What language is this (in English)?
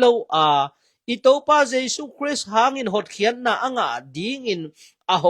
Tedim Chin